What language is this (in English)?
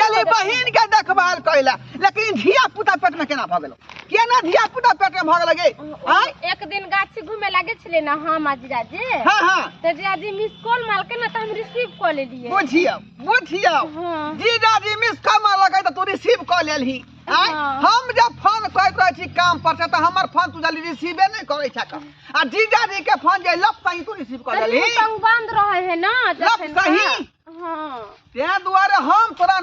Maithili